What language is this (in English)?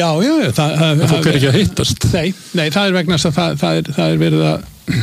Icelandic